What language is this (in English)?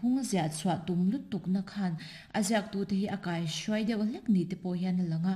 Mizo